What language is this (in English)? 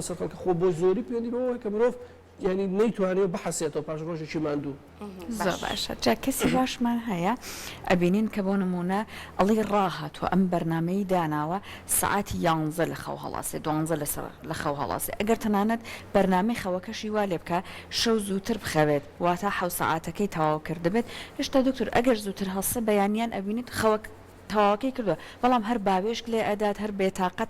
Central Kurdish